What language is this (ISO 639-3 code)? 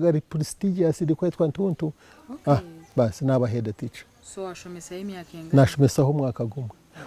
nyn